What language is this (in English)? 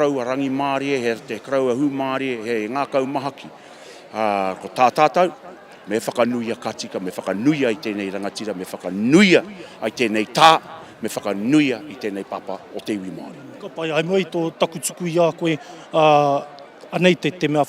Māori